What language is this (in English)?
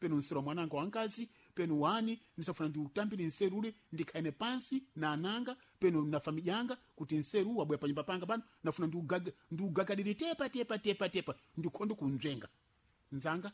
Sena